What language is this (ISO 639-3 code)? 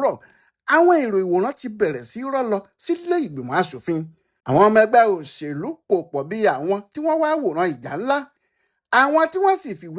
yor